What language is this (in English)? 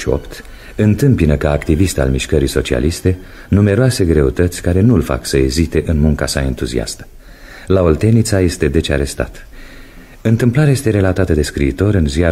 Romanian